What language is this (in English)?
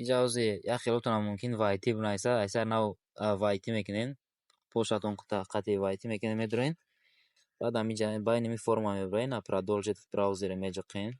Tajik